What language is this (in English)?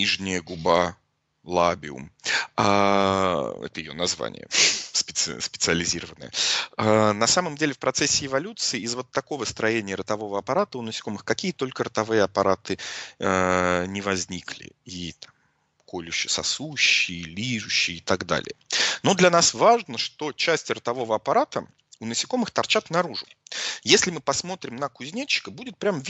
Russian